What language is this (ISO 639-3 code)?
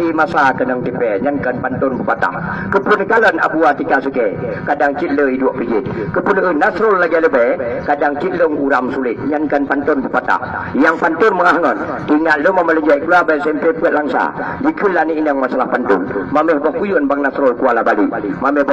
ace